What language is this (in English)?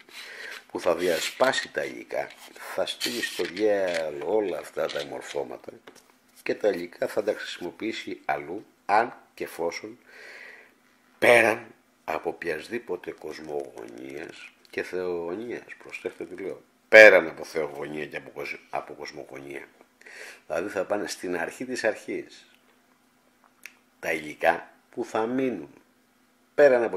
Greek